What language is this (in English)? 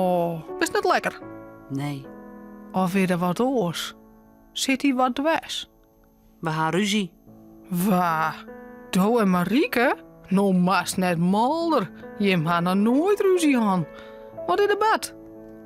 Western Frisian